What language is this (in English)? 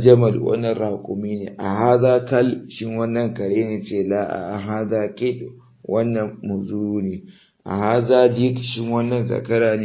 Hausa